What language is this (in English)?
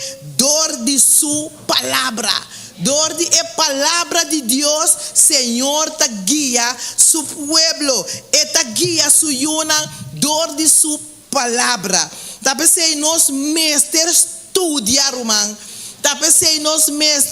Papiamento